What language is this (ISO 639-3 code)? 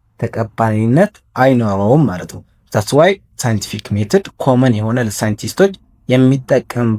amh